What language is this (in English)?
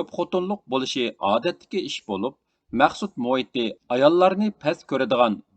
Uyghur